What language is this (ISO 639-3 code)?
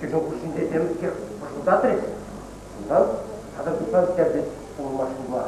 chv